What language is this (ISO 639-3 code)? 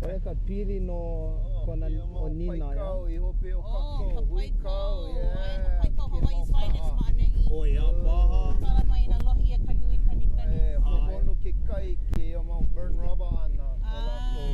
haw